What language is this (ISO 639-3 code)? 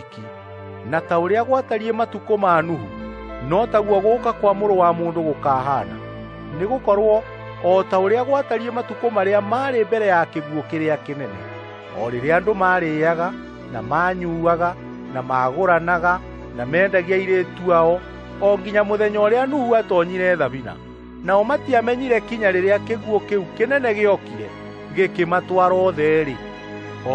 kik